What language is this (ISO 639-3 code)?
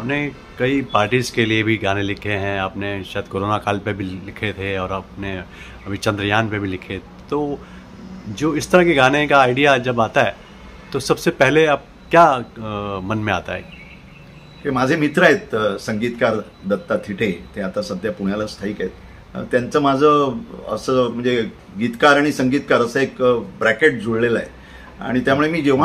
mar